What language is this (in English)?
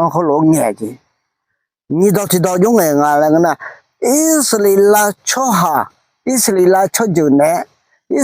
Akha